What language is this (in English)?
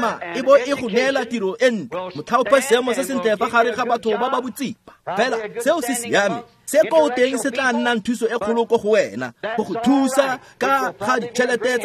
Tswana